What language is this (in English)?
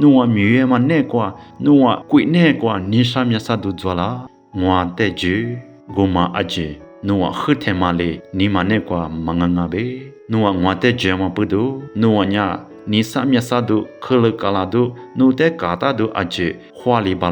Lisu